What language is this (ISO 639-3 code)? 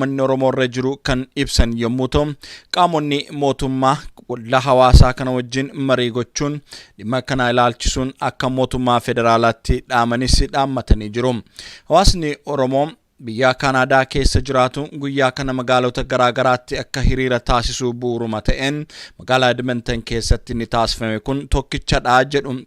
orm